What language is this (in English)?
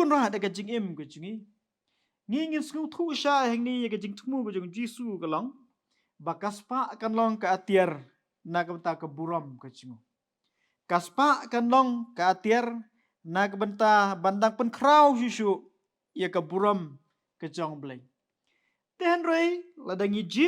Khasi